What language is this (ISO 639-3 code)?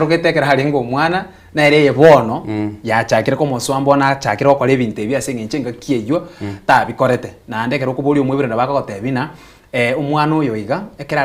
guz